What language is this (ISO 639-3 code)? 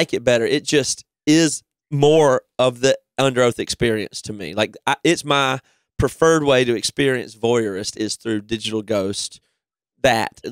eng